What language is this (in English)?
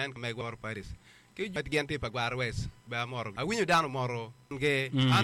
Acoli